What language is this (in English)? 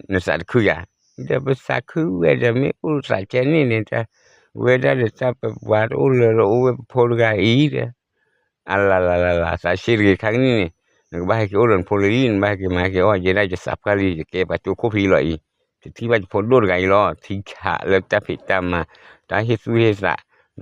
S'gaw Karen